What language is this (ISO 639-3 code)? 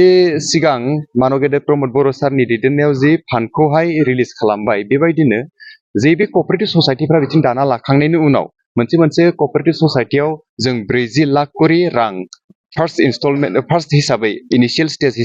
brx